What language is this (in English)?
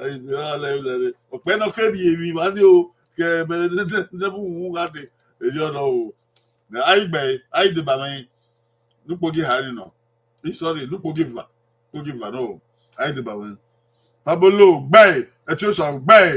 Bini